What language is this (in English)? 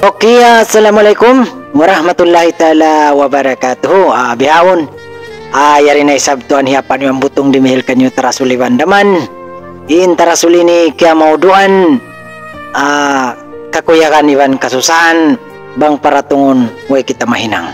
Tausug